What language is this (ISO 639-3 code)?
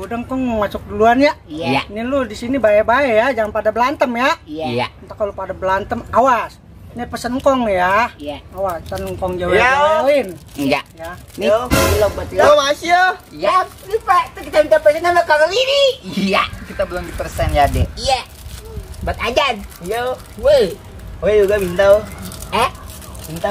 bew